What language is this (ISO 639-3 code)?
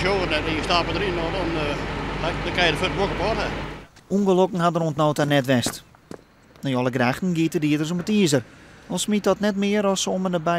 fry